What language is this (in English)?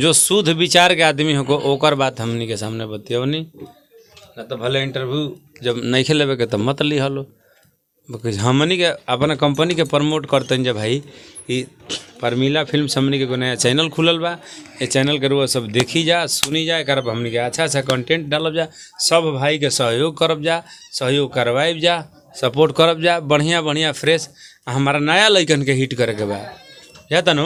Bhojpuri